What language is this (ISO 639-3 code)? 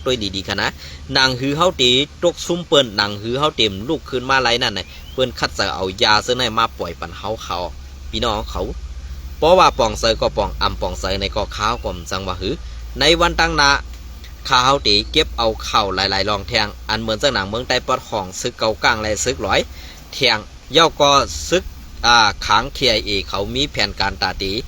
shn